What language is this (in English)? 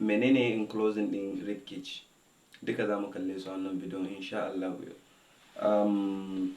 Hausa